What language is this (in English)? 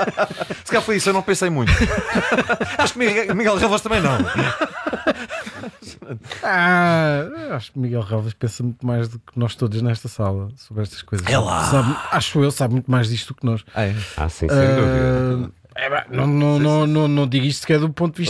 Portuguese